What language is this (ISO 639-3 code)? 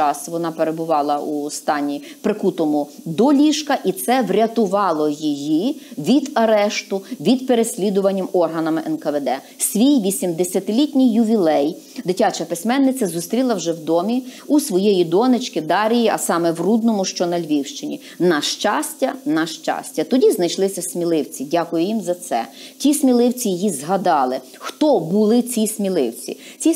ukr